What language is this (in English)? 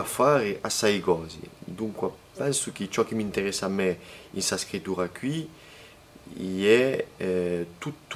Corsican